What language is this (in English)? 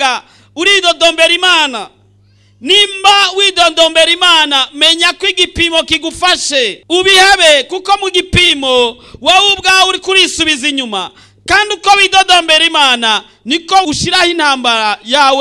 Rundi